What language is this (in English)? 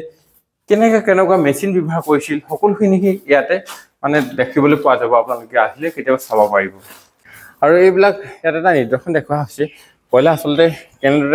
Assamese